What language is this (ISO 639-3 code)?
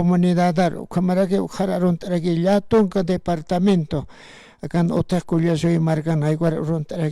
aym